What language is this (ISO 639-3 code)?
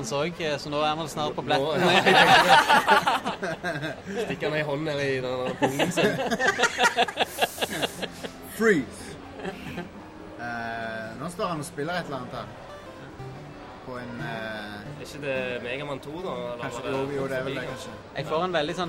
nor